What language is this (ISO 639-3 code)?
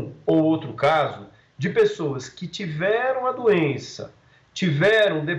por